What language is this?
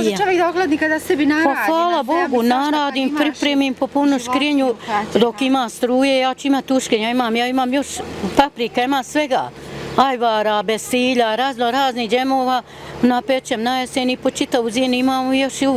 Bosnian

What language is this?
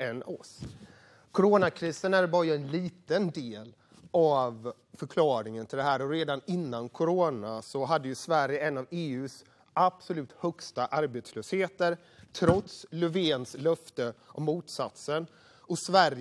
Swedish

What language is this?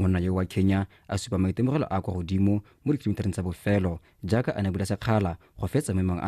Tswana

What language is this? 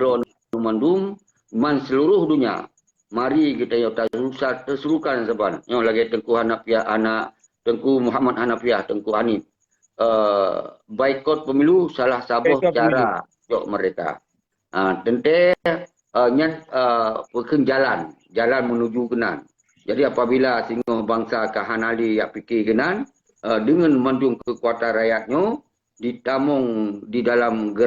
Achinese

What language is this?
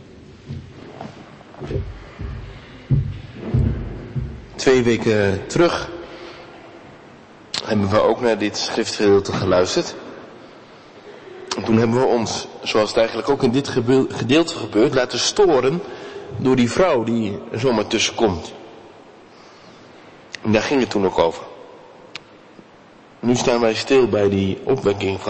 Dutch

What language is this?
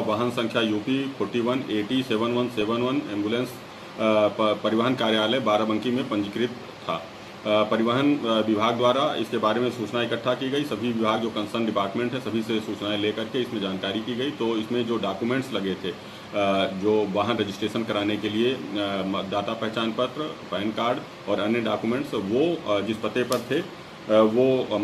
Hindi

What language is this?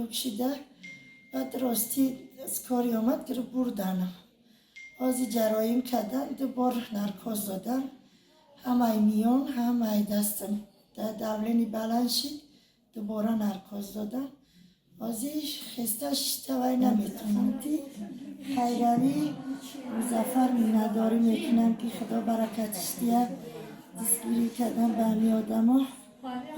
Tajik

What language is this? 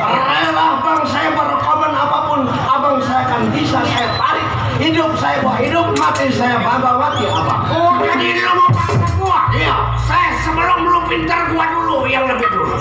Betawi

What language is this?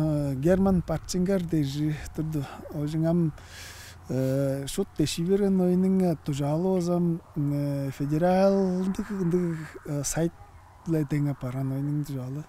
Tuvinian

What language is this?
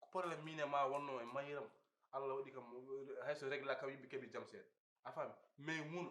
Fula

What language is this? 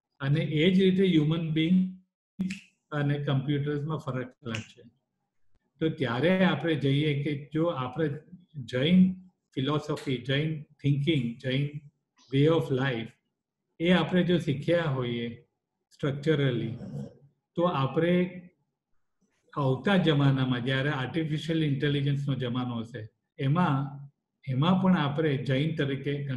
Gujarati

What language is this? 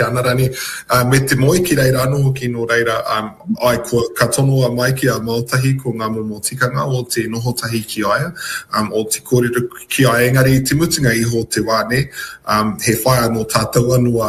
Māori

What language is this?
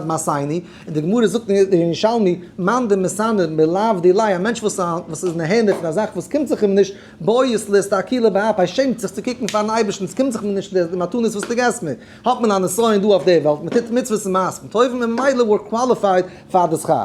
Yiddish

